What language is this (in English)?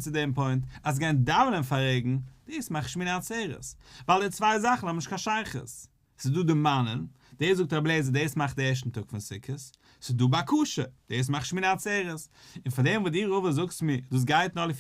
Yiddish